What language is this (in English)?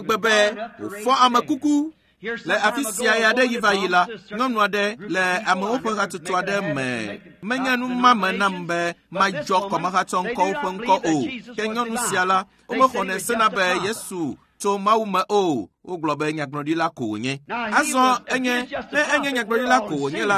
Ewe